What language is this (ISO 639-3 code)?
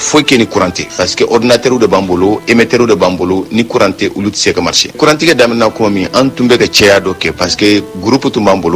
bam